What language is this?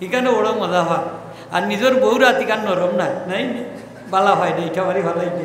Sylheti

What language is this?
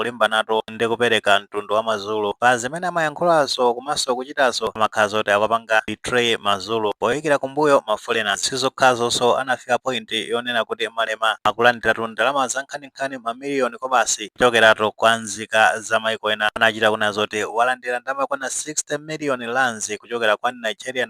Nyanja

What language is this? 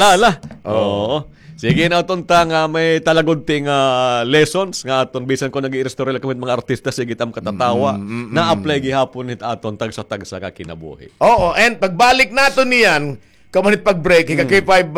Waray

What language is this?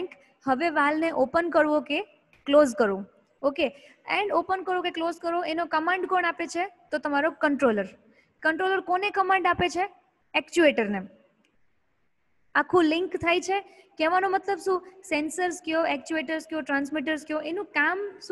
Gujarati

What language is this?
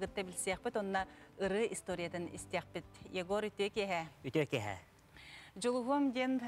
Yakut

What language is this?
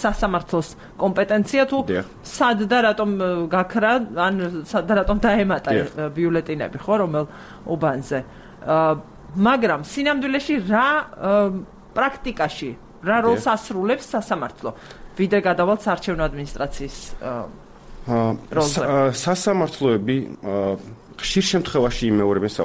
Georgian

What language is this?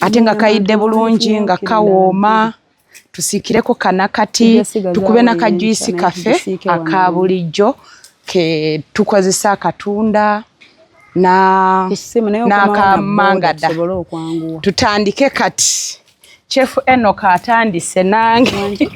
Ganda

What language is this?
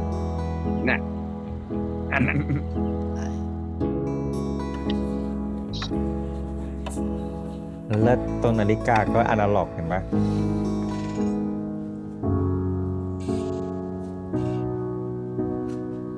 Thai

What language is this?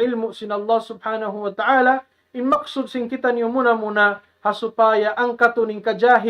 Tausug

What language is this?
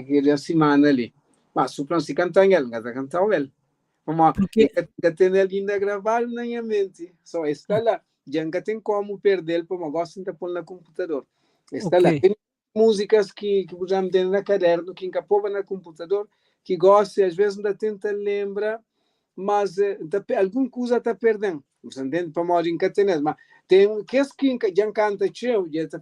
Kabuverdianu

